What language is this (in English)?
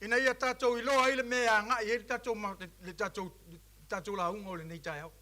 Samoan